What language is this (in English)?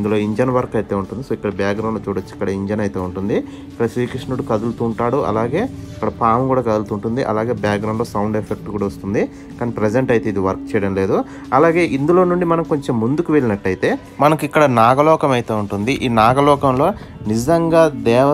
Telugu